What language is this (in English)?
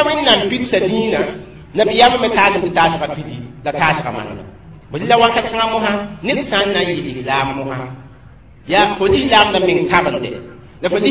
Mossi